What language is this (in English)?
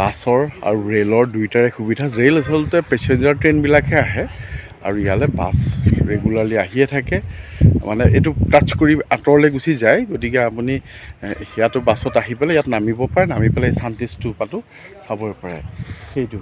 Assamese